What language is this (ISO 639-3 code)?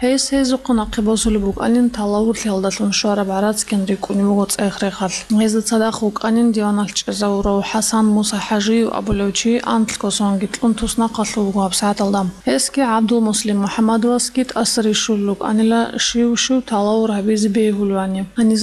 ava